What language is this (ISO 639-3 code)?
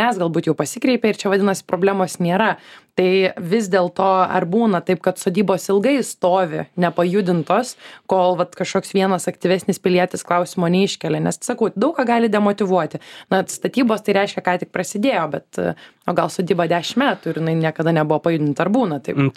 lit